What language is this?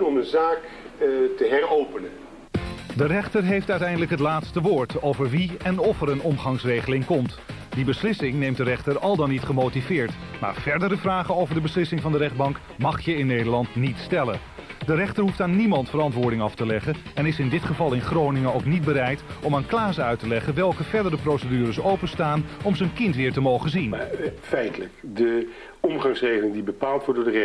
Dutch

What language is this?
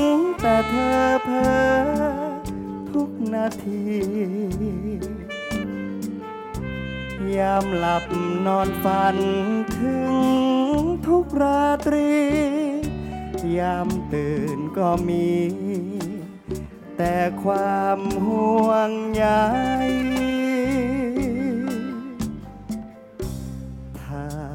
Thai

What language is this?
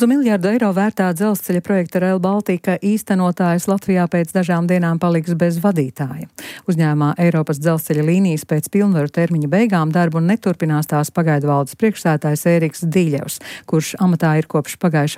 Latvian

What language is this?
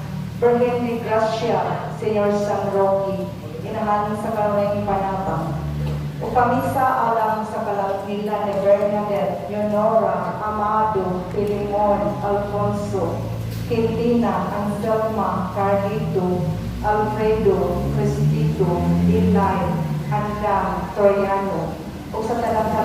Cebuano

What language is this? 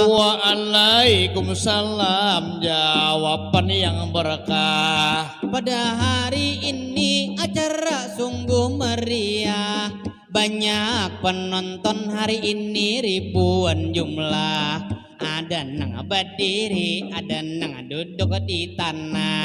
Banjar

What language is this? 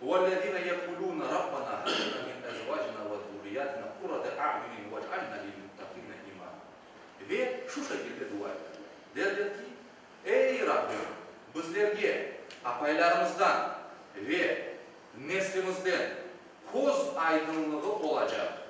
Crimean Tatar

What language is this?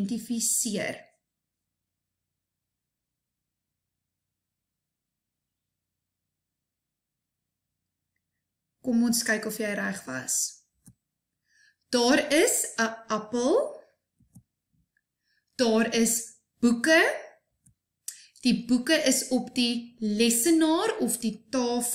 Afrikaans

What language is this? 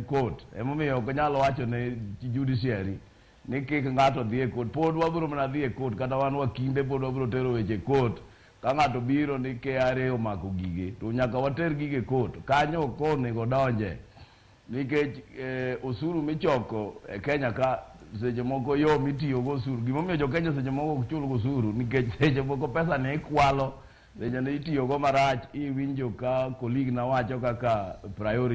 Luo (Kenya and Tanzania)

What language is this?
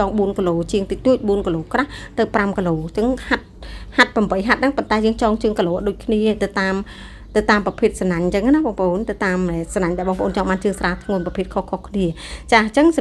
Khmer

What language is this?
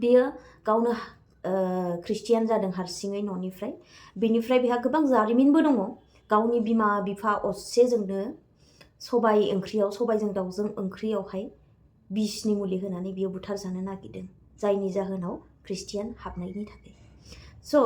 Bodo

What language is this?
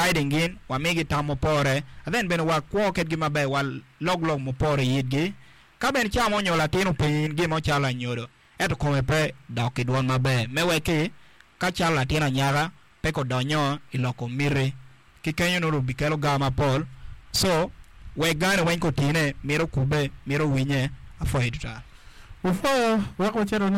Acoli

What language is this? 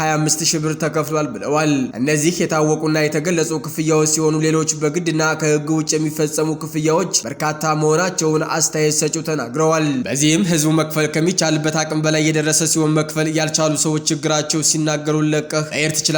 Amharic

